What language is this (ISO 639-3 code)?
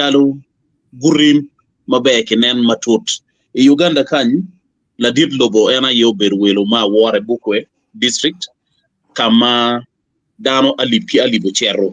ach